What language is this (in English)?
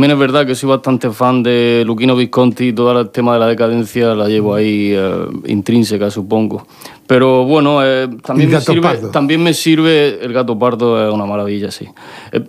Spanish